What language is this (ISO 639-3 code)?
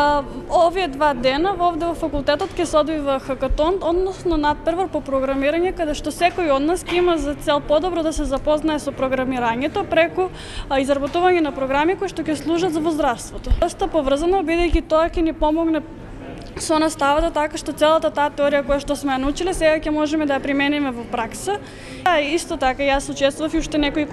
mkd